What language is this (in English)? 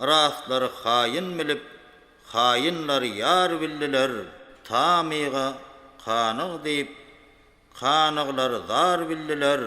Turkmen